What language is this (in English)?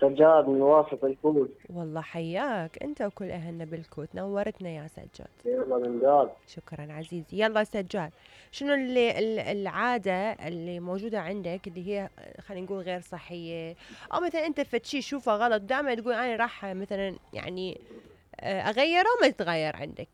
Mesopotamian Arabic